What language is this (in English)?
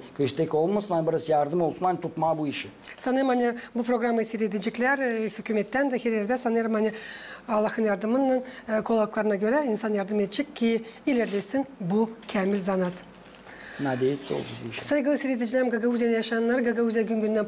Gagauz